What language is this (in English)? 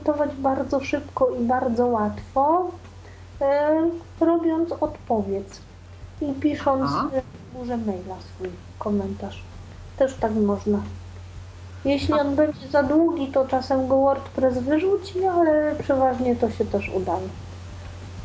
Polish